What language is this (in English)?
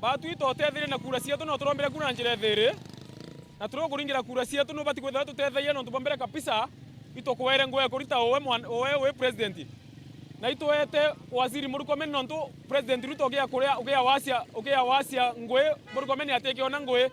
Meru